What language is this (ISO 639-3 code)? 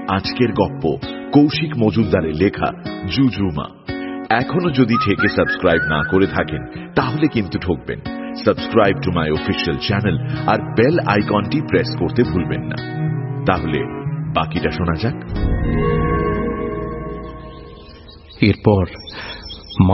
ben